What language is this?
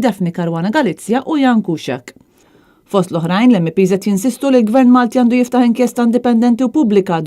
Maltese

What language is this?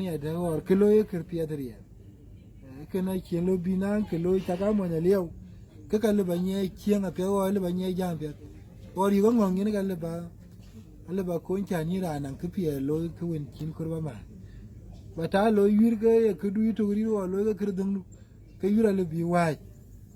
Dinka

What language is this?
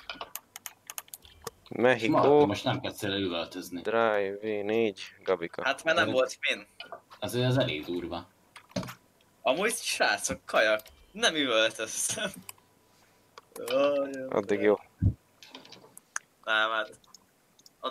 Hungarian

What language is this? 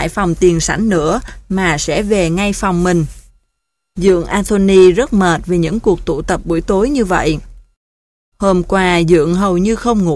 Vietnamese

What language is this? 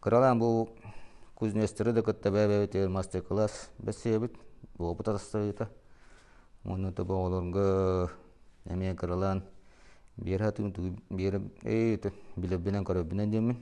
Yakut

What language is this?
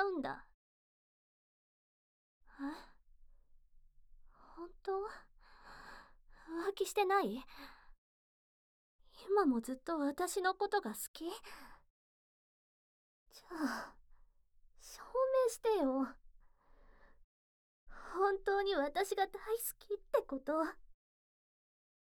Japanese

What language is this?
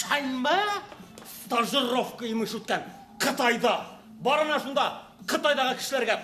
Bashkir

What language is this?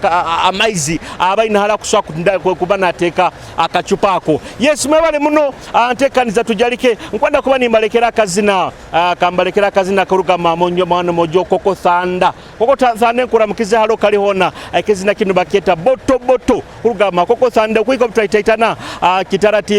Nyoro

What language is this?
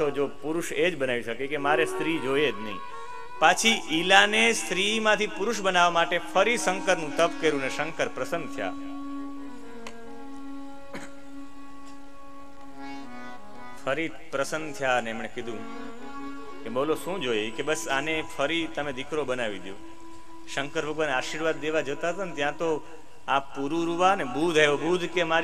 Gujarati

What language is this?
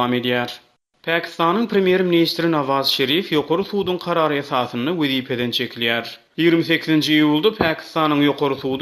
Turkmen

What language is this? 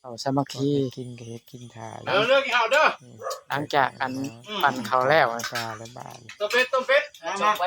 Lao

